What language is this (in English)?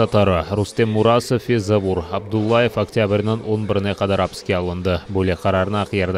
Crimean Tatar